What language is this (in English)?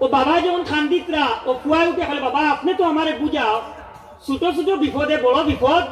Sylheti